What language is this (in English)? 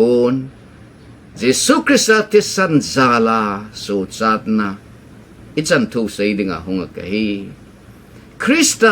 Thado Chin